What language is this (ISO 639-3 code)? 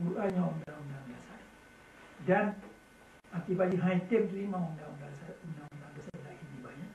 ace